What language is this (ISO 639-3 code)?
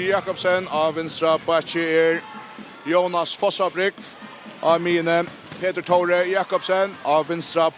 fao